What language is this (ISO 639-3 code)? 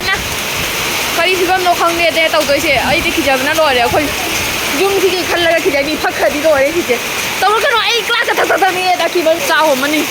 mni